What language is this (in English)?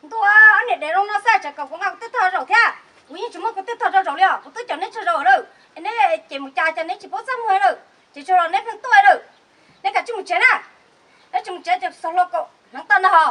Hmong